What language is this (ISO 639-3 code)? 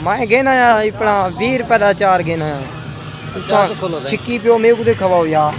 skr